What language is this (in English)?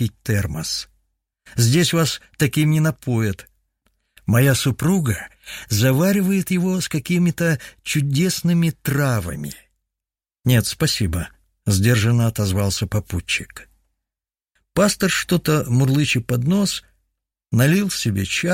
Russian